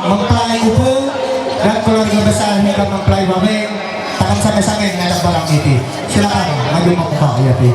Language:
Ma'anyan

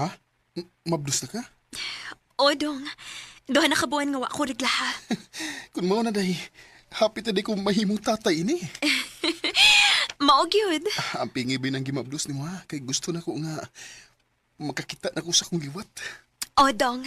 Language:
Cebuano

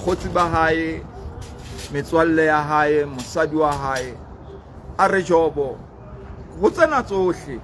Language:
Southern Sotho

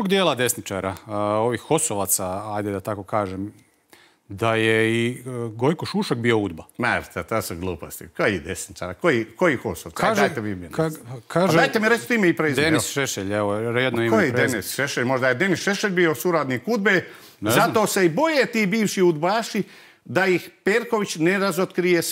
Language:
Croatian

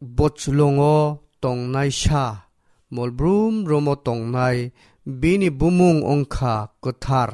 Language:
Kok Borok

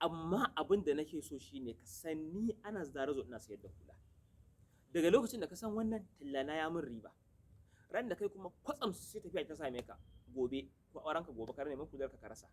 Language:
Hausa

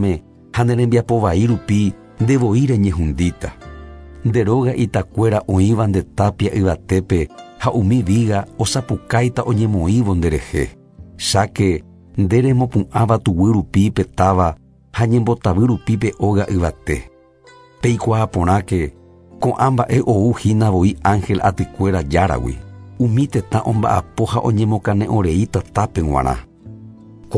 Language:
Guarani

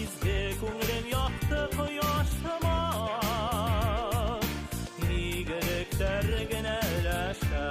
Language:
Bashkir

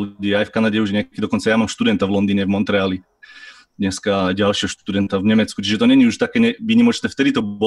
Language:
Slovak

